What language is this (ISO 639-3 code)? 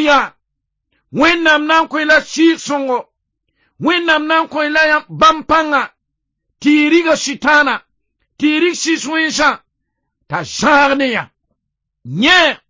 mos